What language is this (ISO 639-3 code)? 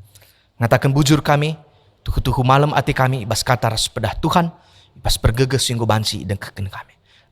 btx